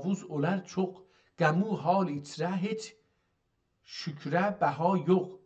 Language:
South Azerbaijani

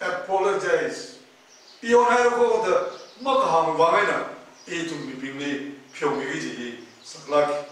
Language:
Tangkhul Naga (India)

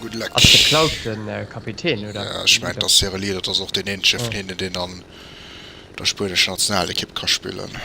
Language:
Luxembourgish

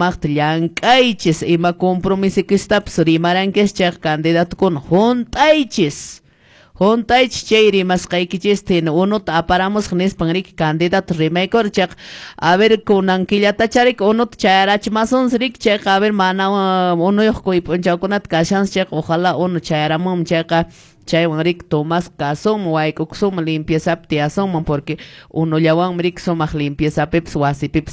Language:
Quechua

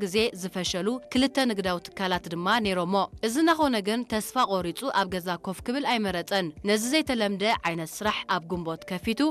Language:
Tigrinya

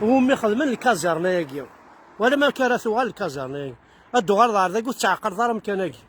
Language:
Kabyle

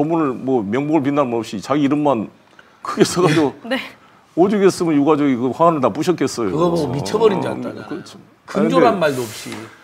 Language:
Korean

